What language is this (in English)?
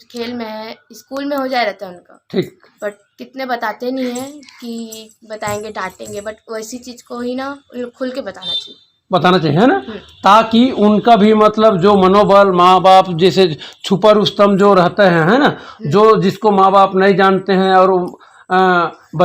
Chhattisgarhi